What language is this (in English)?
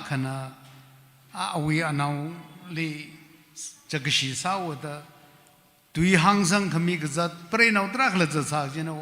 Tangkhul Naga (India)